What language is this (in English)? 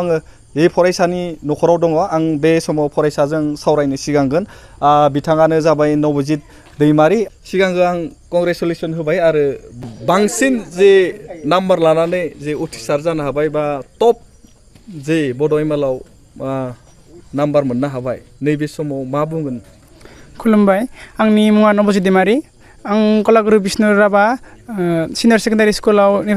Bodo